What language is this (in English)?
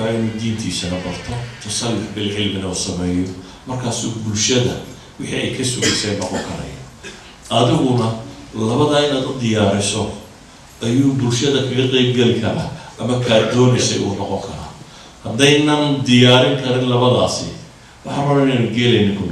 Somali